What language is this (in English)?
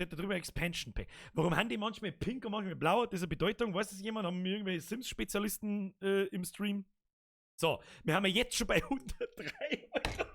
Bavarian